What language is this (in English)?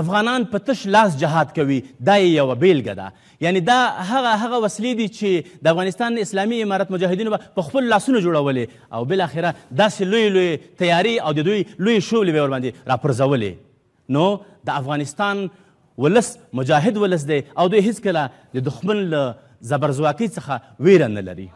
Pashto